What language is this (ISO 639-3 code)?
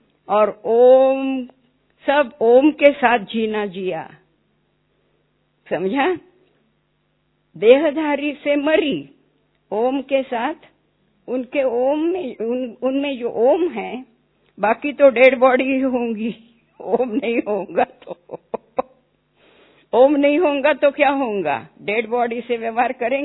hin